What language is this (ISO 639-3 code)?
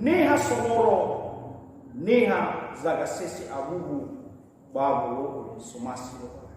nia